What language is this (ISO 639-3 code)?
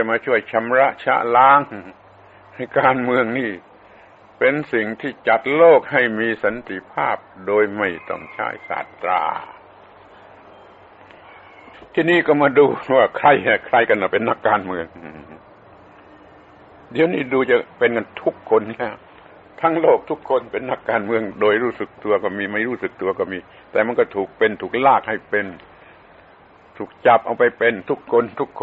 tha